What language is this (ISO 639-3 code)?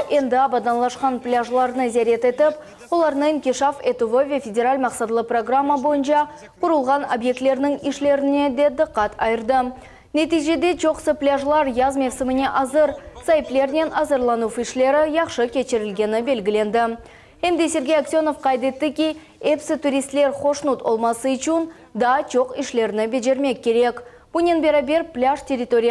crh